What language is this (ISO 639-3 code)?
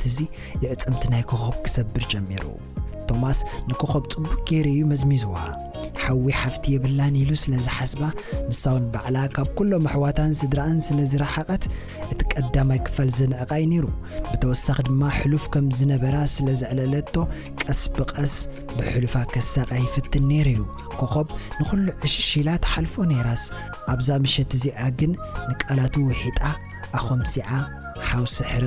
tir